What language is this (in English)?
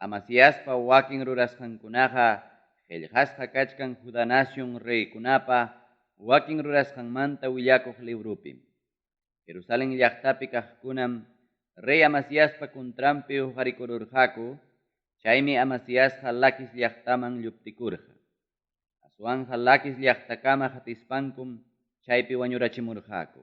Ayacucho Quechua